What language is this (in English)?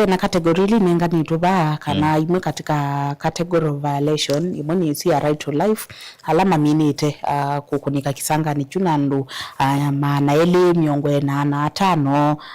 Kamba